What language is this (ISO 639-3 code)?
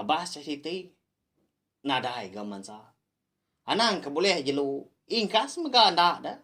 iba